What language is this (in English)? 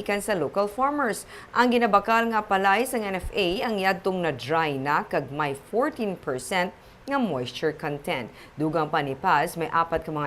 Hiligaynon